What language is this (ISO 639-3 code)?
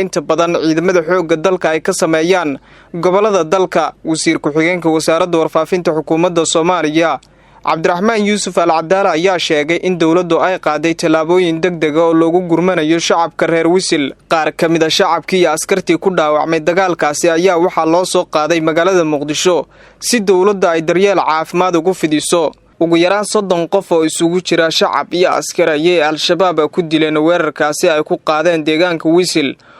som